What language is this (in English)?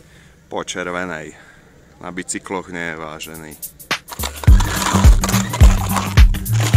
Slovak